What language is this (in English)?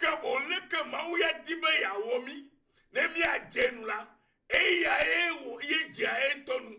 Ewe